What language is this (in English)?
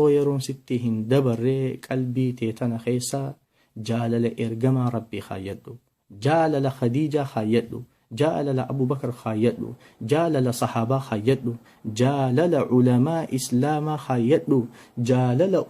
Oromo